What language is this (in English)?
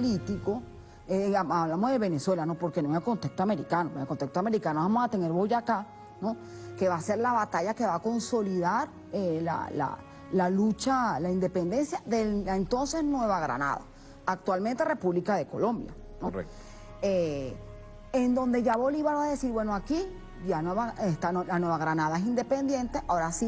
Spanish